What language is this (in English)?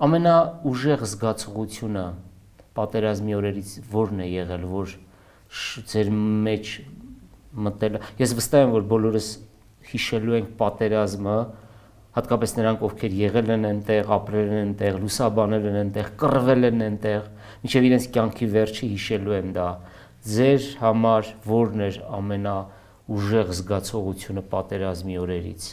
Armenian